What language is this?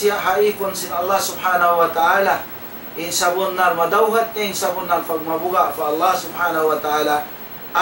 Tausug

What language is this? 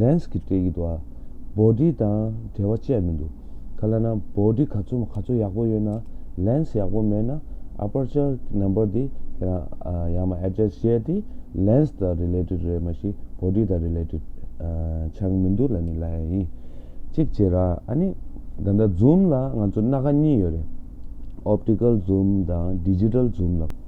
Tibetan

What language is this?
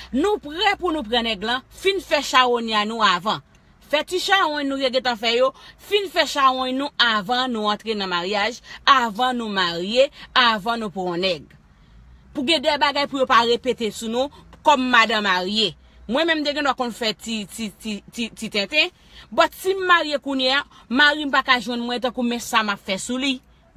Haitian Creole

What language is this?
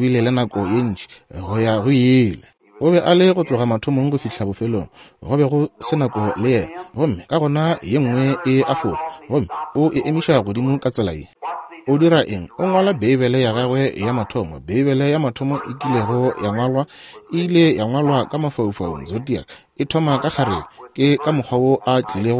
Northern Sotho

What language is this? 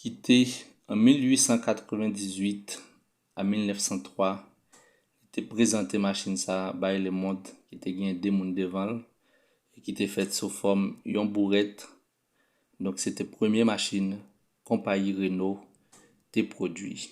Haitian Creole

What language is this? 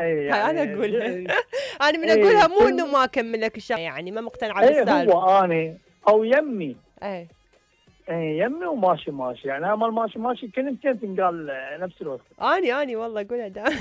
Mesopotamian Arabic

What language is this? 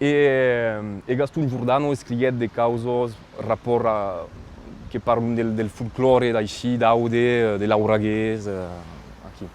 Occitan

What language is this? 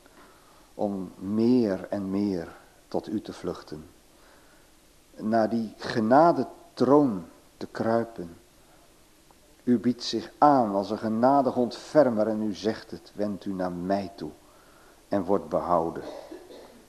Dutch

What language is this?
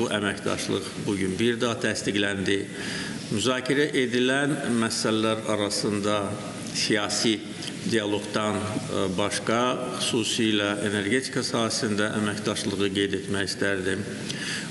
Azerbaijani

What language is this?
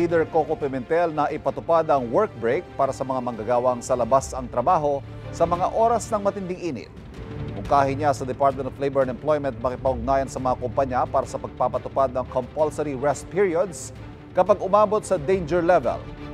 Filipino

